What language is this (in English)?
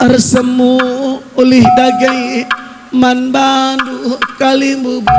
Batak Karo